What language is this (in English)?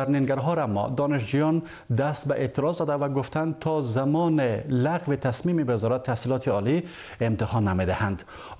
Persian